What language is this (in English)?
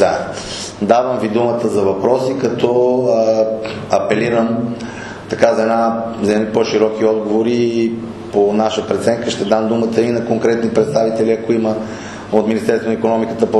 Bulgarian